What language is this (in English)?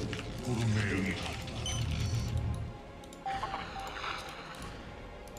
Korean